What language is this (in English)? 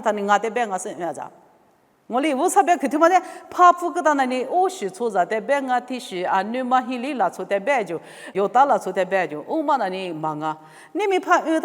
Lisu